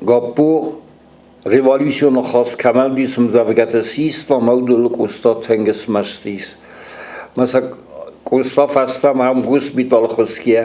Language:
Ossetic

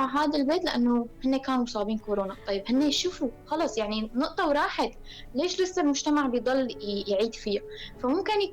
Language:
North Levantine Arabic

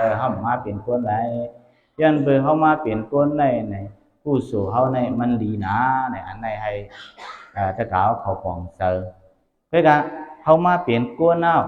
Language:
Shan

